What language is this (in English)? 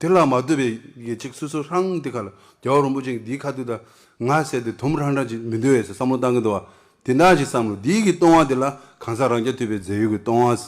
Tibetan